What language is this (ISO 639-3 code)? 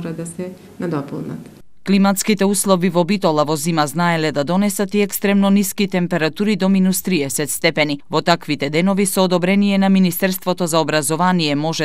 mkd